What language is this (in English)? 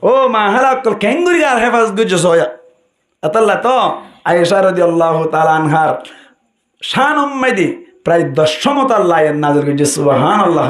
Rohingya